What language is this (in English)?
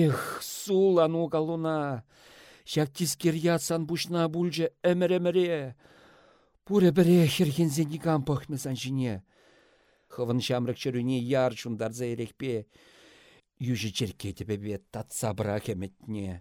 Chuvash